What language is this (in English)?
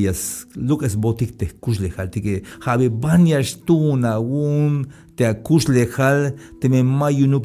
Tzeltal